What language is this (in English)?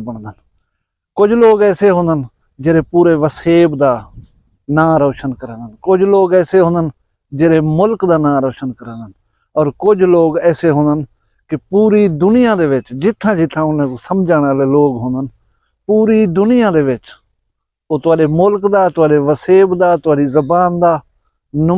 Saraiki